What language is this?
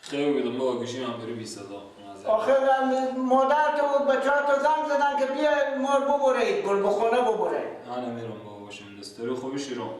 Persian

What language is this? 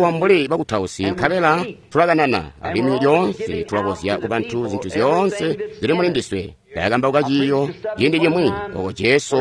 Tonga (Zambia)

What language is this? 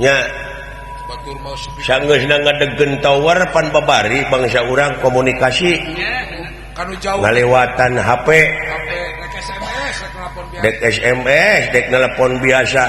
Sundanese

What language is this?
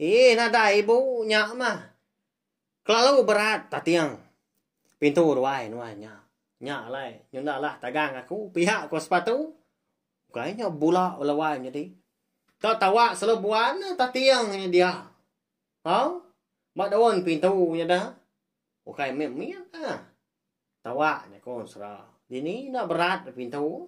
Iban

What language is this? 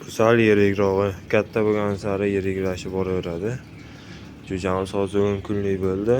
Uzbek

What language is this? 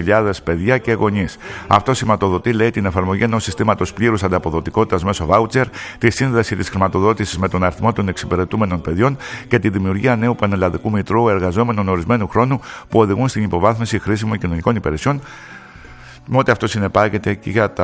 Greek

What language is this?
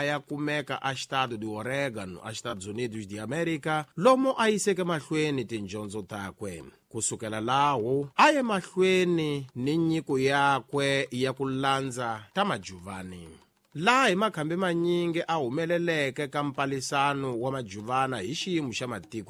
Tsonga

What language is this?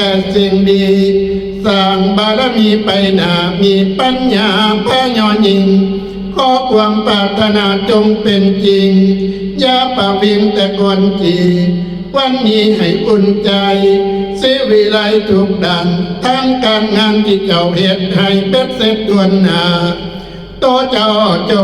Northeastern Thai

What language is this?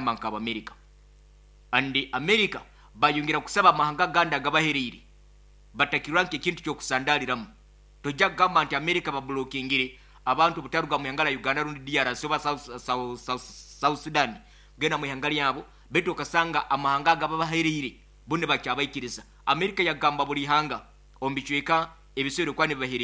Nyoro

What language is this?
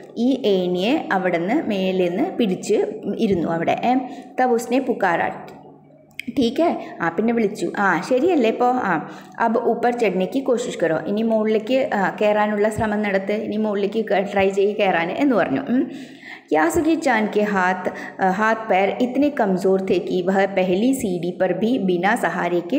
Malayalam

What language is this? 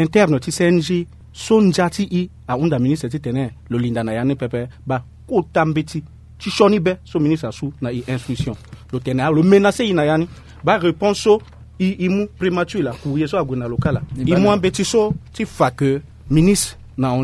Sango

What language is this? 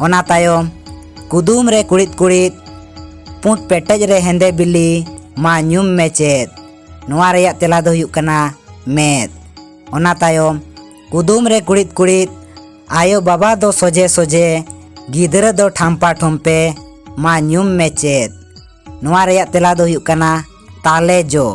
Santali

